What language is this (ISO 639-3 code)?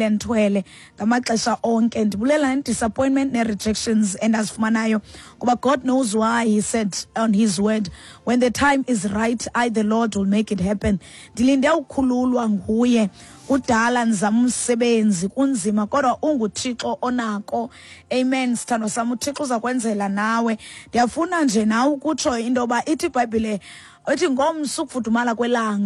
xho